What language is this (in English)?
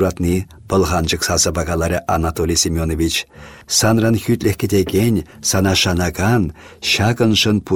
Chuvash